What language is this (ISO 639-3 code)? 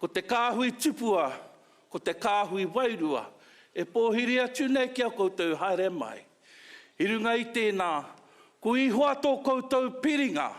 mri